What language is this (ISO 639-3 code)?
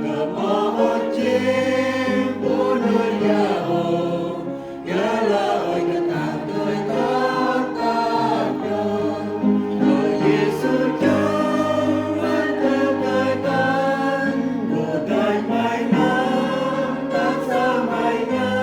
cmo